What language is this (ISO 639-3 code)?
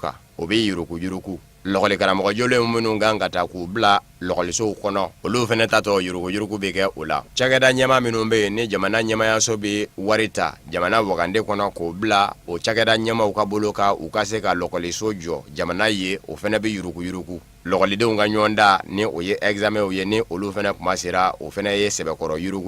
bam